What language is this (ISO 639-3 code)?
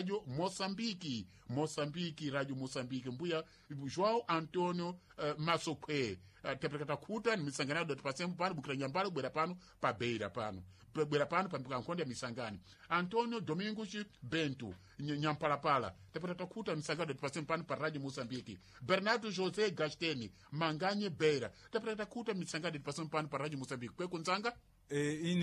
seh